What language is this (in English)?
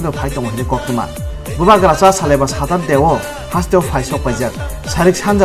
Kok Borok